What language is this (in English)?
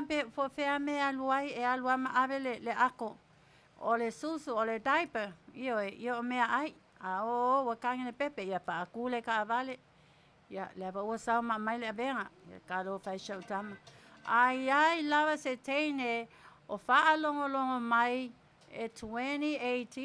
Samoan